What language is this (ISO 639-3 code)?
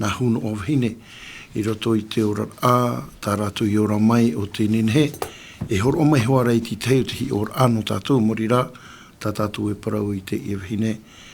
tah